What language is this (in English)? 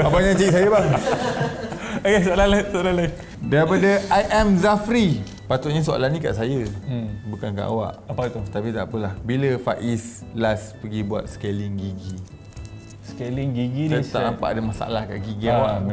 Malay